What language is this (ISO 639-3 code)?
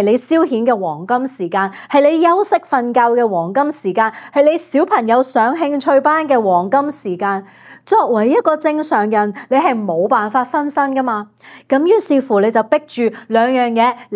yue